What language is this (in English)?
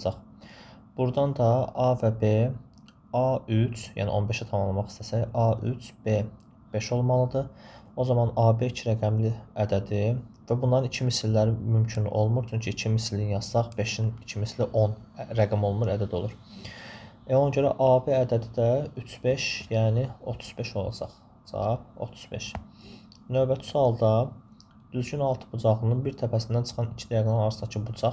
Azerbaijani